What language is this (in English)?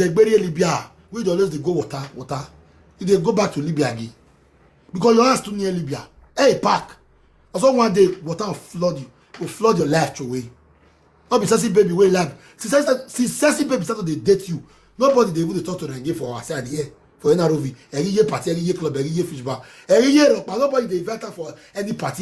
Nigerian Pidgin